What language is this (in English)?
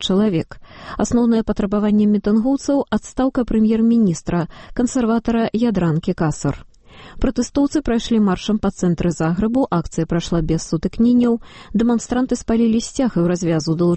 Belarusian